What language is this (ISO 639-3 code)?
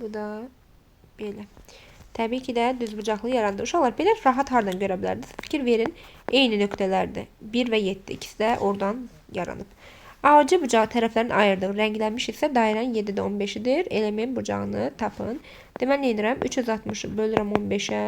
aze